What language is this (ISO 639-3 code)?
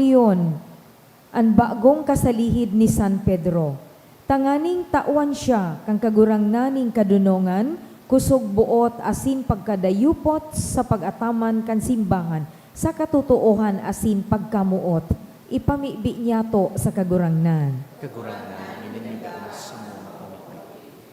bik